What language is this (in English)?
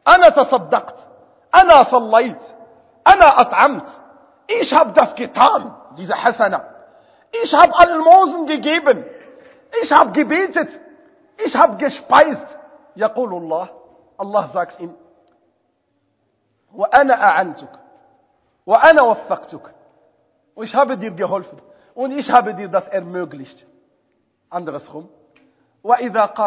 German